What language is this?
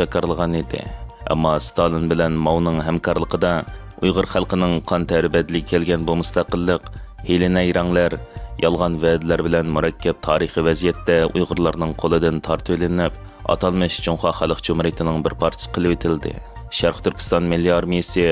Uyghur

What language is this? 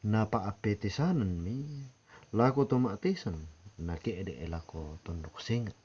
Toraja-Sa'dan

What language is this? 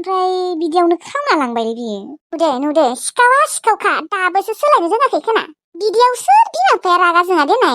Bodo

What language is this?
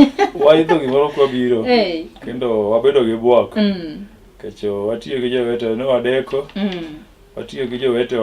Luo (Kenya and Tanzania)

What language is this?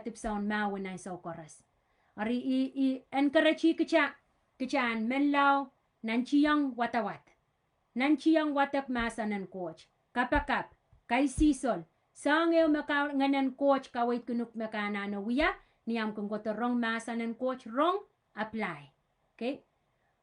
Pohnpeian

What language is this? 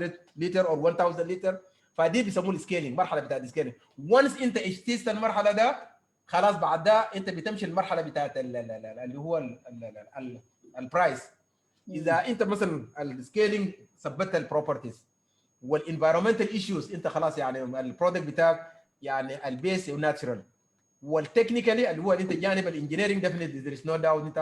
Sudanese Arabic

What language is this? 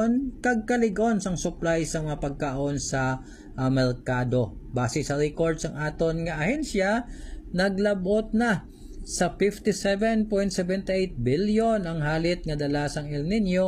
Hiligaynon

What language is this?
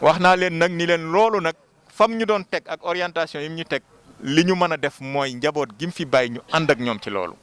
Wolof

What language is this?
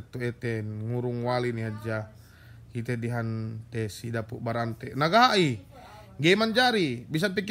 Yakan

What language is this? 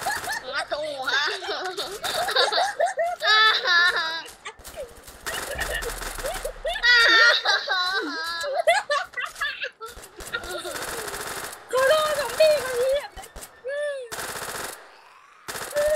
Thai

